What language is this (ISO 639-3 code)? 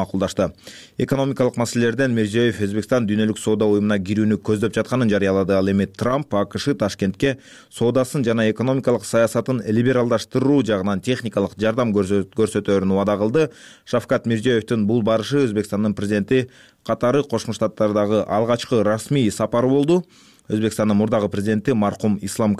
kir